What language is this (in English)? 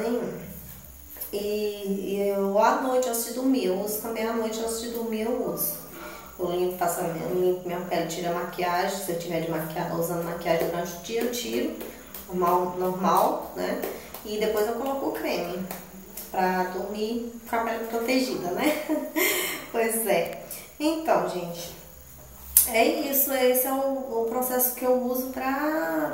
Portuguese